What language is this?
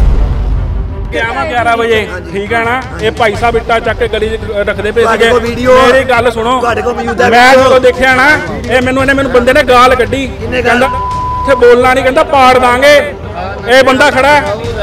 Punjabi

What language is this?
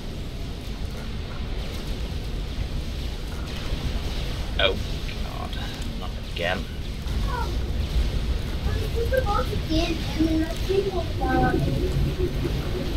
English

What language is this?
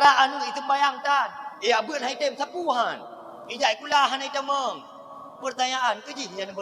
Achinese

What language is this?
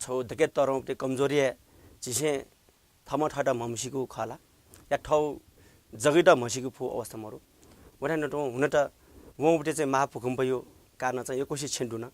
Newari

